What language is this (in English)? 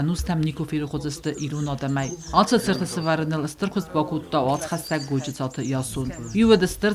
Ossetic